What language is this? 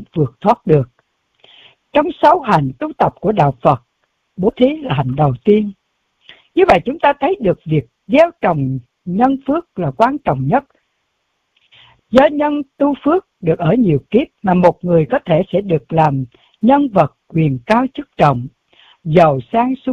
Vietnamese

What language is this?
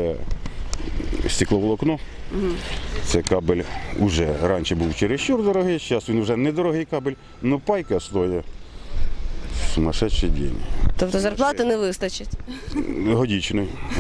Ukrainian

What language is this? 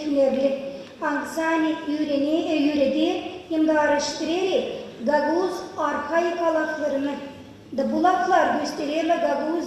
Gagauz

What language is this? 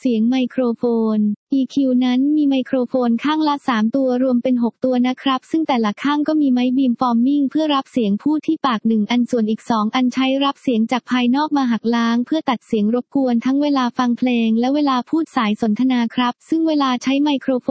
Thai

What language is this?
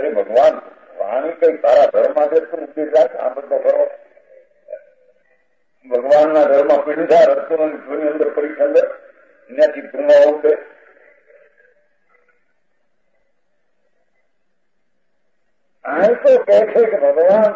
Gujarati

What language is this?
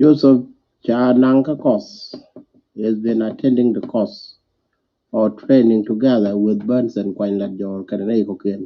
Nuer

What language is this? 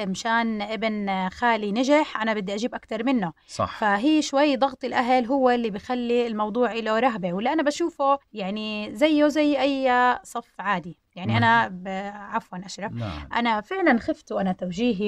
South Levantine Arabic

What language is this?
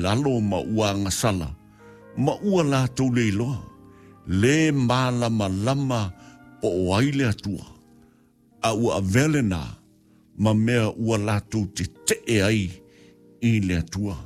Samoan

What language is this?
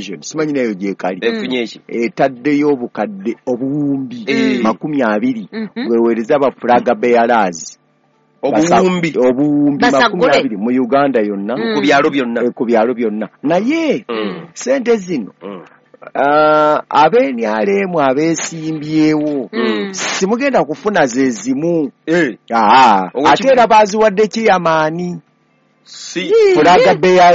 Ganda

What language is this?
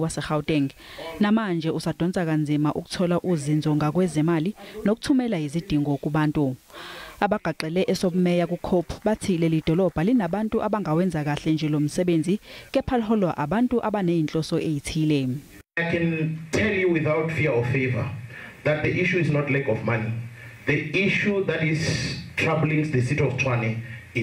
Zulu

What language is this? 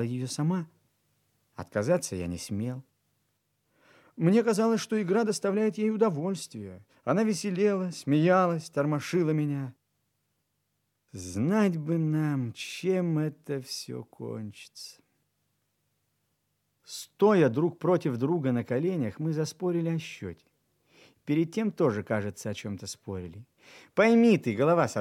Russian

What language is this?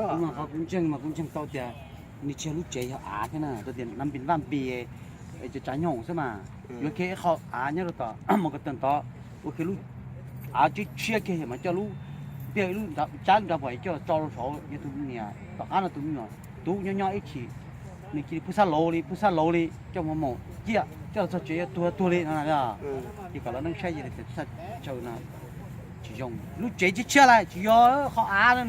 Hmong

